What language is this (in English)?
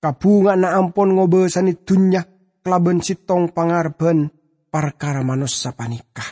Madurese